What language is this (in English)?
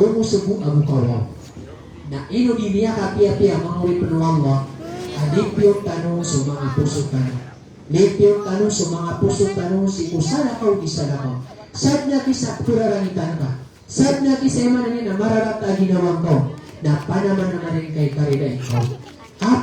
Maranao